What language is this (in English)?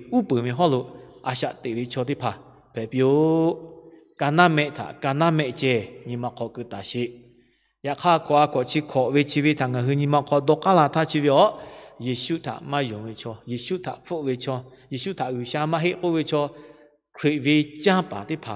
Lahu